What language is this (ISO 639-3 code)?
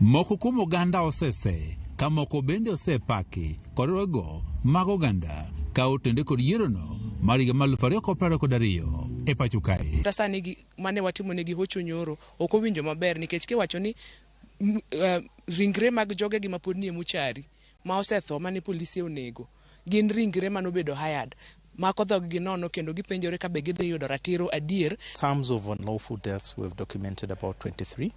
luo